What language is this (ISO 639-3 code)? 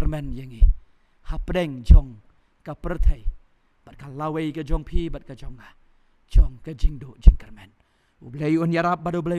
kha